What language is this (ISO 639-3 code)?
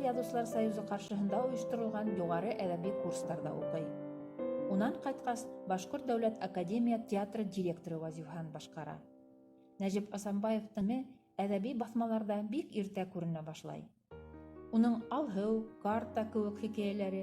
bak